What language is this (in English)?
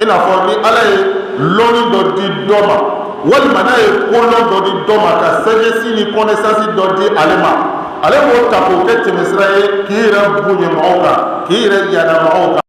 Bambara